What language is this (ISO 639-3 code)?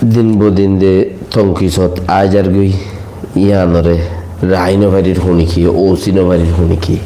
rhg